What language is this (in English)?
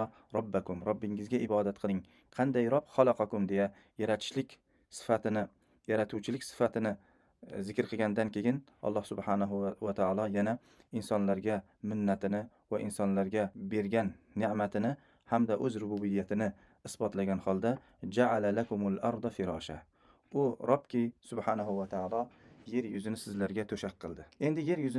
Uzbek